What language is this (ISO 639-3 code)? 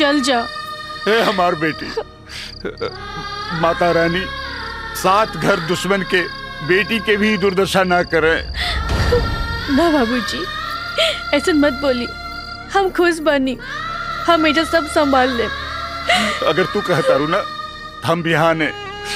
bho